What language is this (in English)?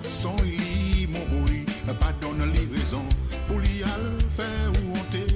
Morisyen